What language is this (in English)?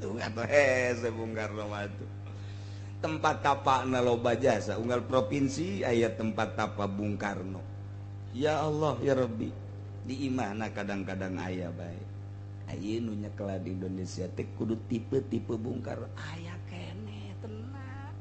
Sundanese